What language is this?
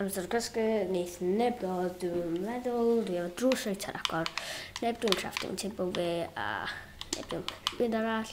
Welsh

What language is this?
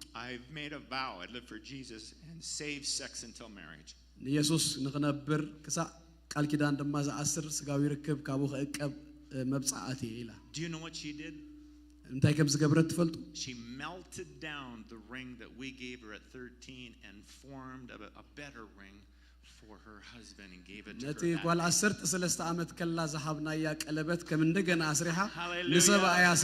Tigrinya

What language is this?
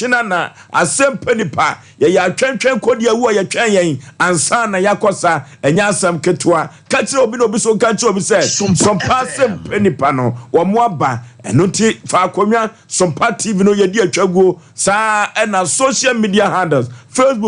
Akan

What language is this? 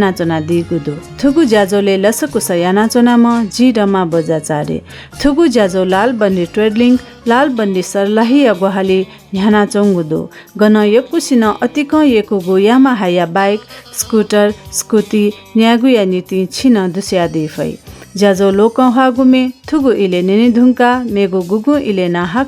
Newari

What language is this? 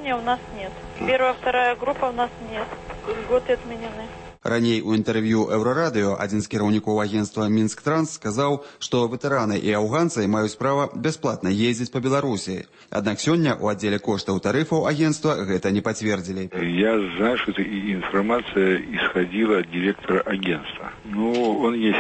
Belarusian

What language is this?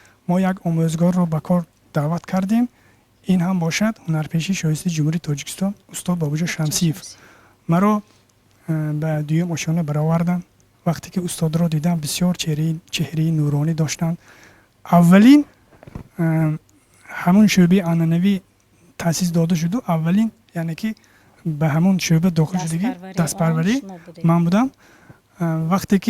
Tajik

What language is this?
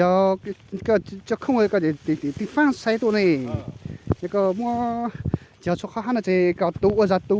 Hmong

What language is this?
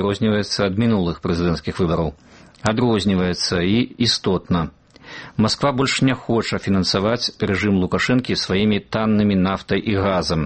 Belarusian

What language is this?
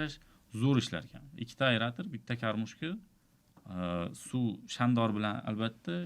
Uzbek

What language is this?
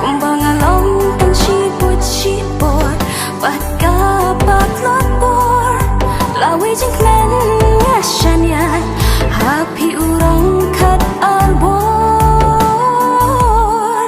Khasi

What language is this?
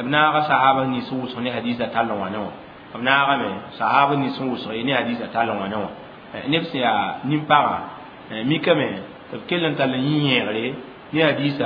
Mossi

